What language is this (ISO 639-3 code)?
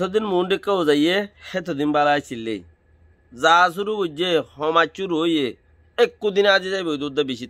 rhg